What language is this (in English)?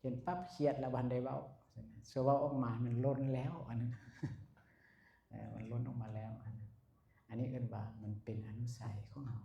Lao